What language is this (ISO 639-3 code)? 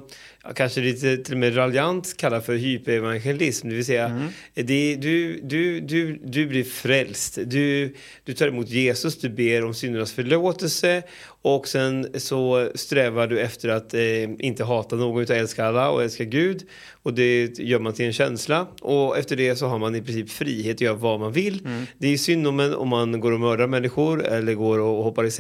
swe